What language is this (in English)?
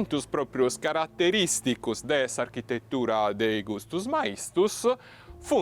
Sardinian